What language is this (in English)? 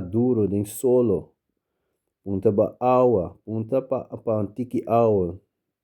Papiamento